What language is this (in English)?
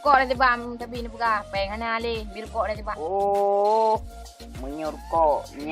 Achinese